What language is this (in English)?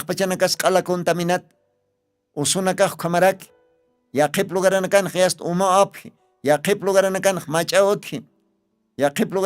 Aymara